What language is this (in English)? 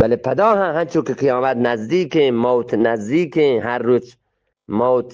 Eastern Balochi